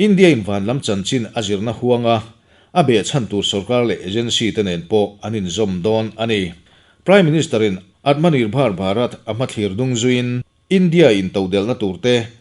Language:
Mizo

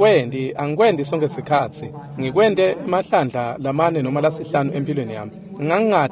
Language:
Swati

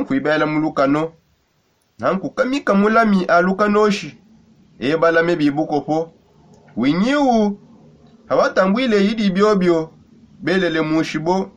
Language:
Songe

